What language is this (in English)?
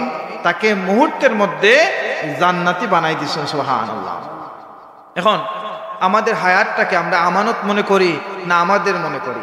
Sylheti